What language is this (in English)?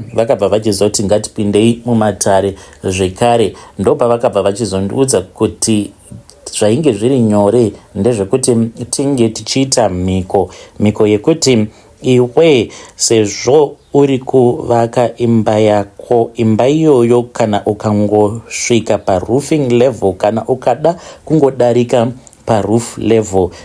Shona